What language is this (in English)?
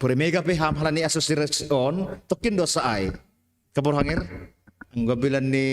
Batak Simalungun